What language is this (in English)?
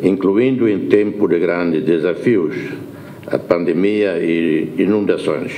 Tetum